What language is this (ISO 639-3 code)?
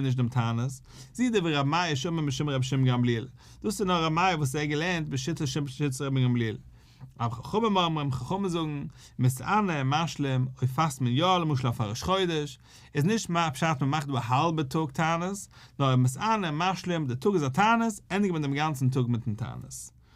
yid